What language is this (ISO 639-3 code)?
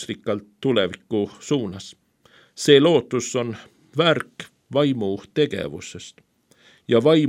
est